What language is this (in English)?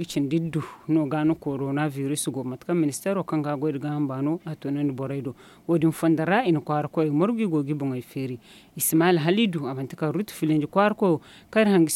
Zarma